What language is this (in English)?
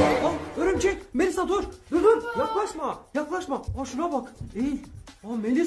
Turkish